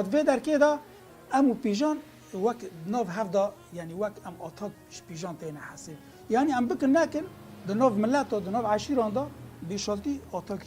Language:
Kurdish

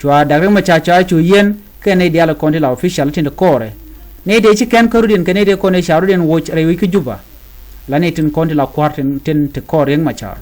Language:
Nuer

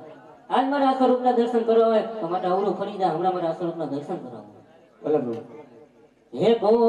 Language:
Gujarati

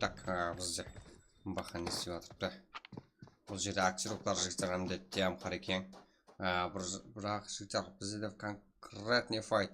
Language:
Kara-Kalpak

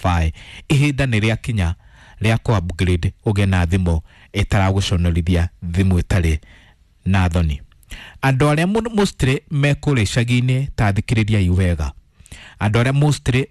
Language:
Kikuyu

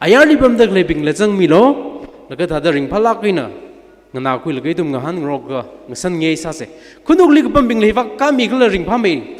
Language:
Tangkhul Naga (India)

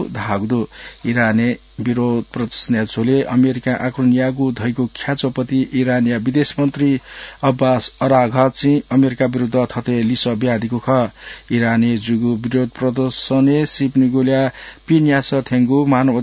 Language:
Newari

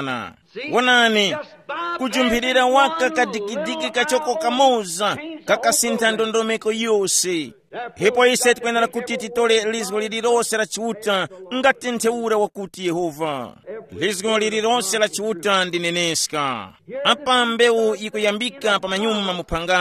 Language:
Tumbuka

